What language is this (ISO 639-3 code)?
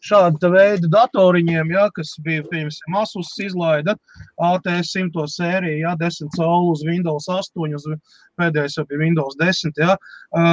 lav